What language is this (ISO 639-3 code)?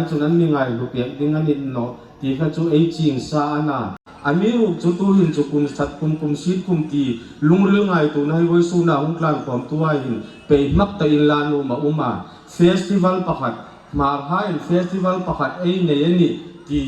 hmr